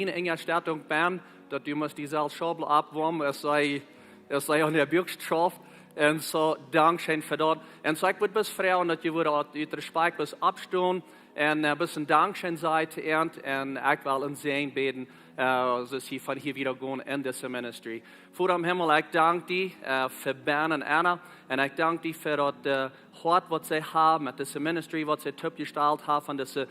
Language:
Plautdietsch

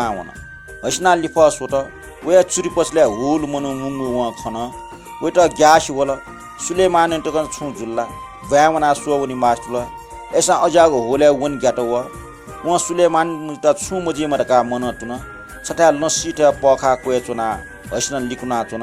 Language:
Newari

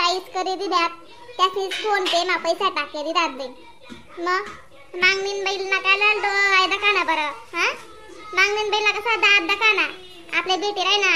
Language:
Khandesi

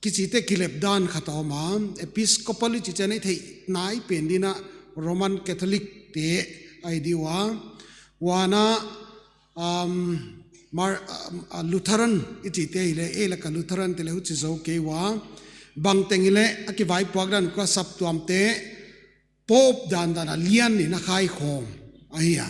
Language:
Paite Chin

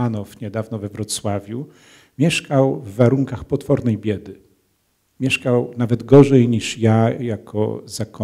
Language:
Polish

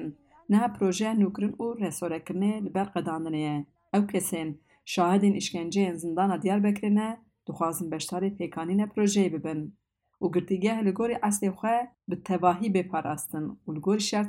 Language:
Kurdish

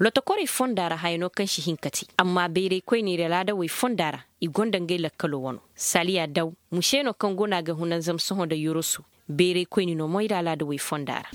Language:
Koyraboro Senni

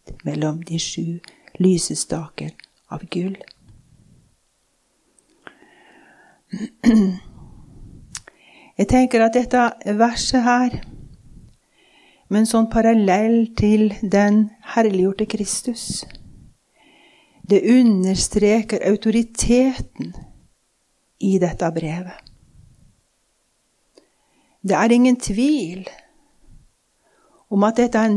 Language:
Norwegian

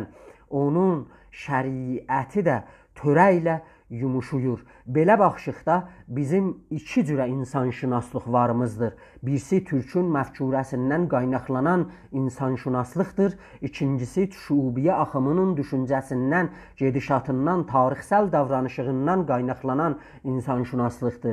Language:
South Azerbaijani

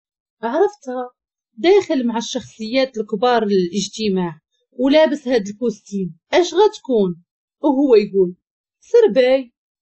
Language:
Moroccan Arabic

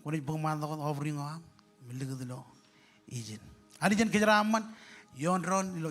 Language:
Marshallese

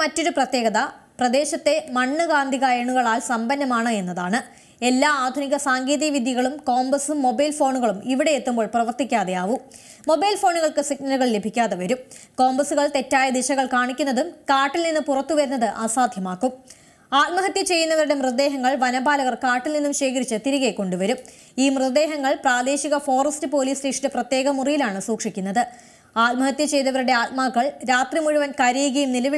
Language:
Malayalam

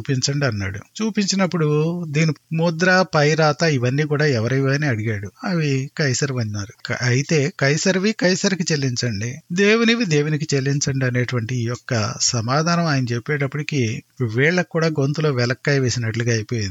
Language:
Telugu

